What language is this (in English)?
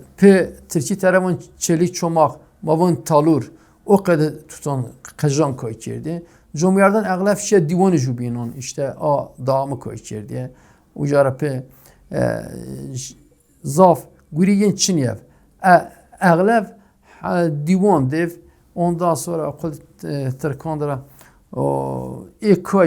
Zaza